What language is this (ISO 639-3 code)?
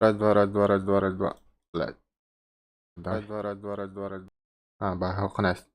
sah